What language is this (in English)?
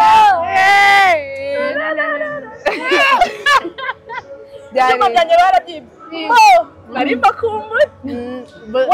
Kinyarwanda